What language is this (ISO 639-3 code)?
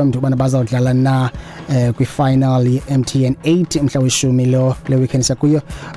xho